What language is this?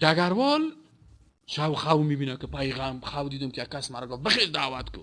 Persian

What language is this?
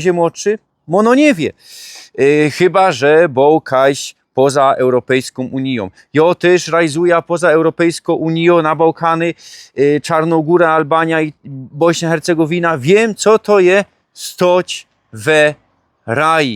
Silesian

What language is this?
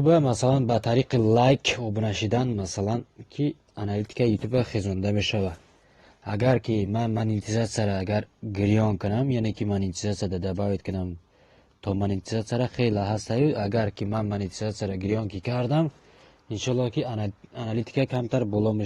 Tajik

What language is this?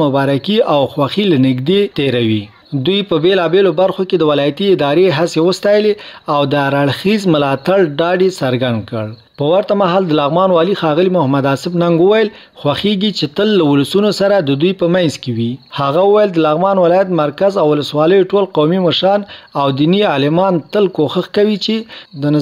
Pashto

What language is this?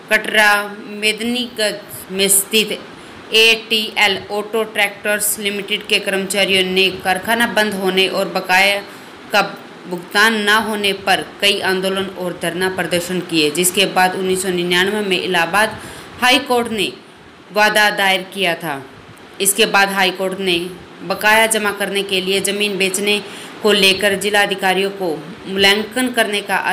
Hindi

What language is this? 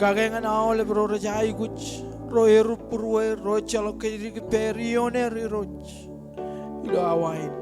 Marshallese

